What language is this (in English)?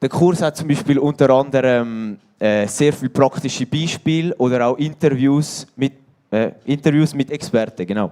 Swiss German